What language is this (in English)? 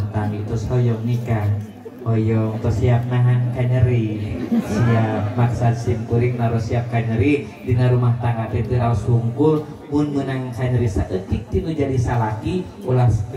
Sundanese